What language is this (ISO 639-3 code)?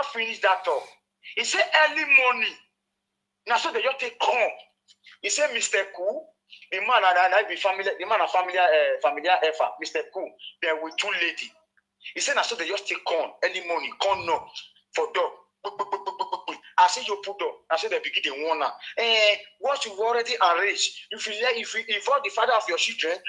pcm